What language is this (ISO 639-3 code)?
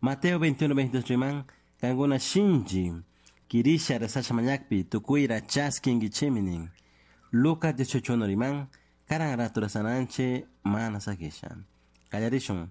qug